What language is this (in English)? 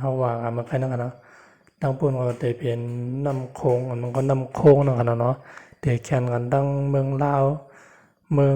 Shan